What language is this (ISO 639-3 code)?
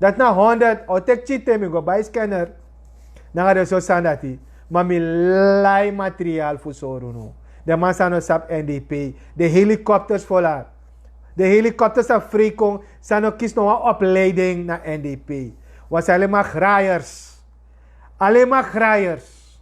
srn